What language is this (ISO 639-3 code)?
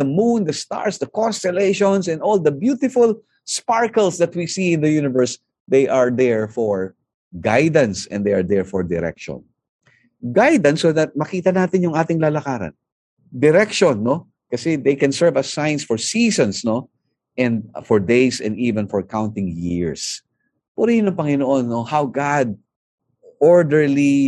fil